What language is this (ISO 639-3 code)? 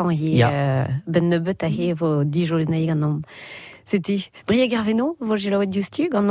bre